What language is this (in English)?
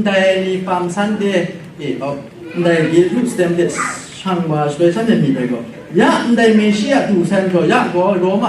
Kachin